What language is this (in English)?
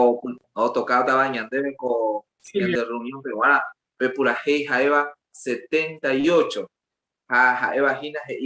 Guarani